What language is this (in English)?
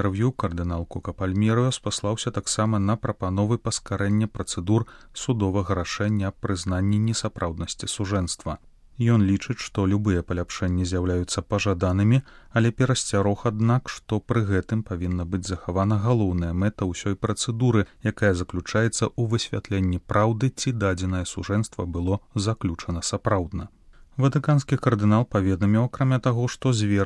Belarusian